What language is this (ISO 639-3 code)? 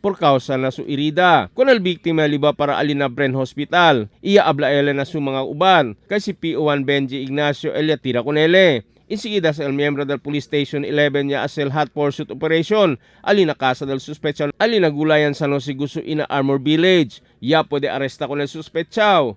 cbk